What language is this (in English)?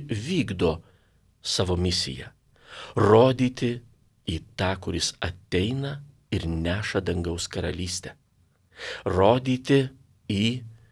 Lithuanian